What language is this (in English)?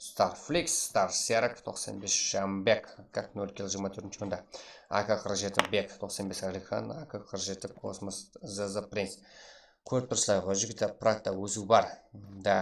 Kara-Kalpak